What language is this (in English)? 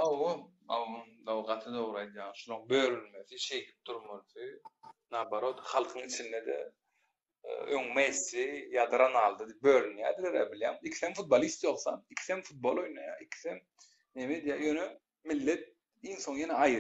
Turkmen